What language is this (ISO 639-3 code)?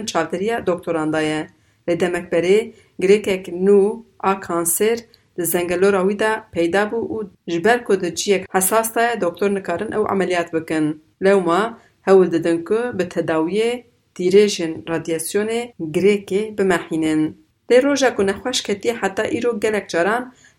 kur